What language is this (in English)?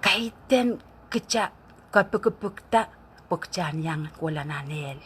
Pohnpeian